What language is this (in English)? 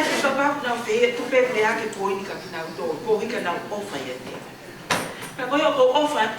Tongan